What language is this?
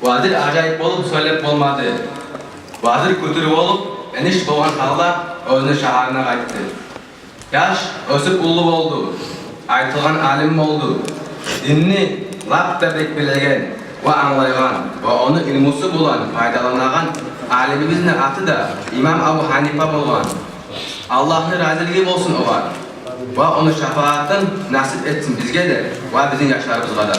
Kumyk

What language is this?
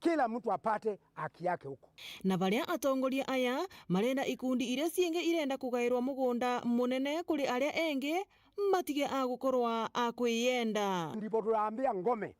Meru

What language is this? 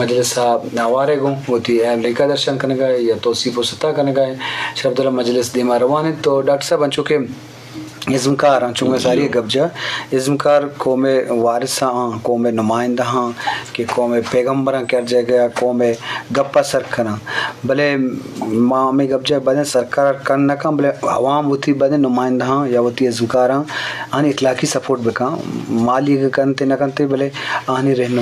Eastern Balochi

